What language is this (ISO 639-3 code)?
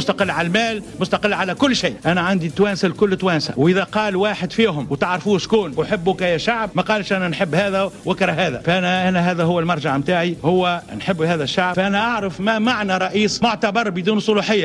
aeb